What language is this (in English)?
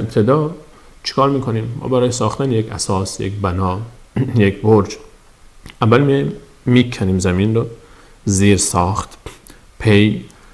Persian